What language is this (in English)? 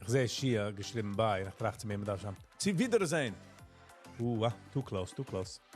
Yiddish